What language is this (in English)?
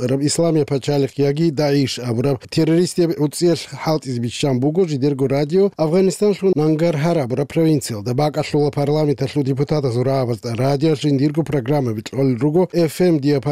Avaric